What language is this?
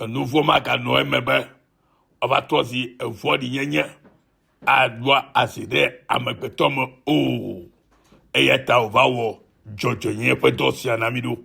Ewe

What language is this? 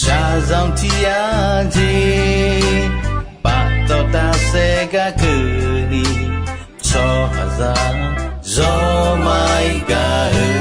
Akha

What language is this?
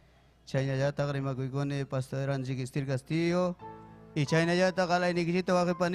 Ayacucho Quechua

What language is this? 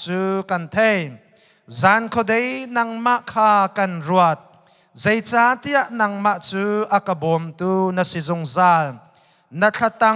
Hakha Chin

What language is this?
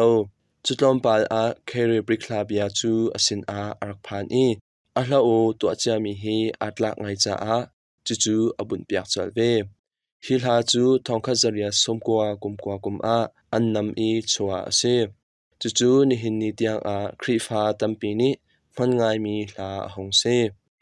Hakha Chin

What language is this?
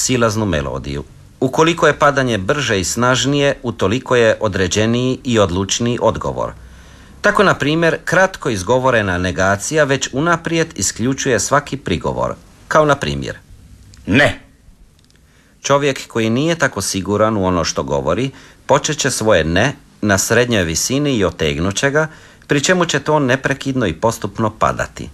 Croatian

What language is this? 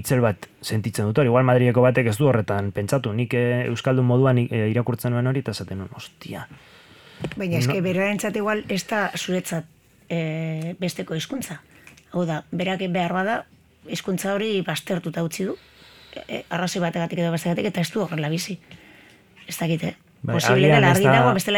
Basque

